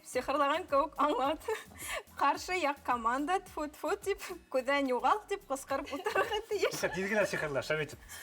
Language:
Bashkir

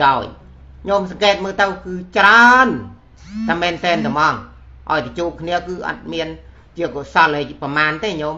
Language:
Khmer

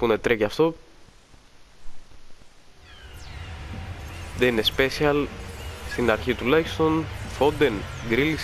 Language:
Greek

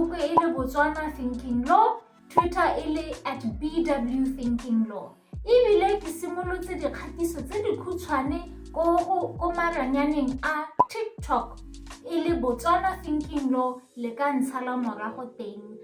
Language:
Tswana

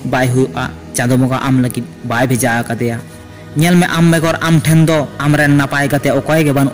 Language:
Santali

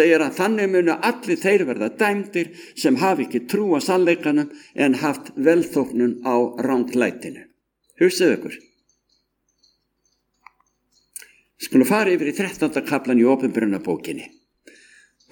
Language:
Icelandic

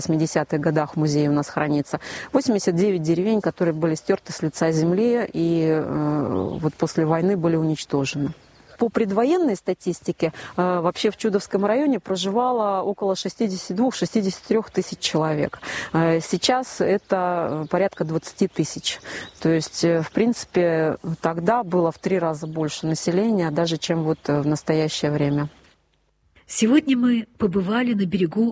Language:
Russian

